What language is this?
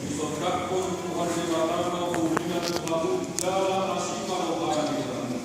Batak Toba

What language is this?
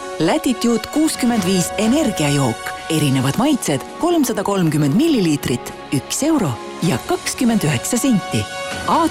Estonian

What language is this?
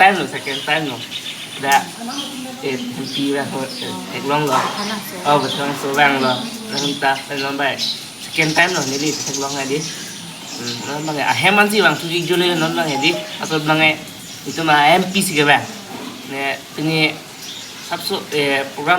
Karbi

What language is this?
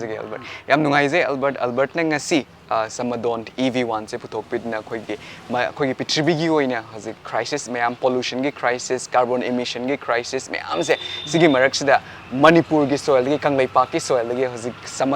Manipuri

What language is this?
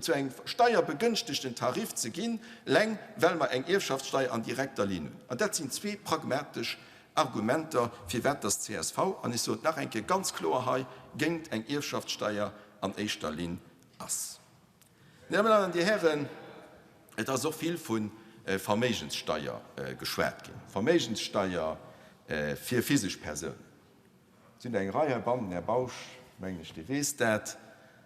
Luxembourgish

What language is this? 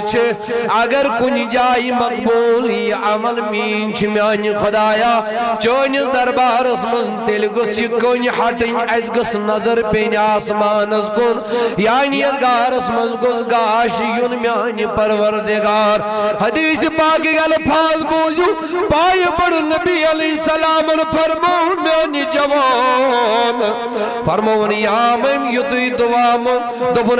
Kashmiri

